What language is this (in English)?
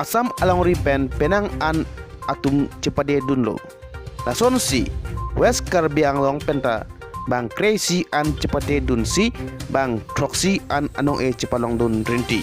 Karbi